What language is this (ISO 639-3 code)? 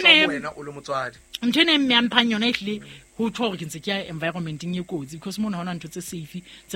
sot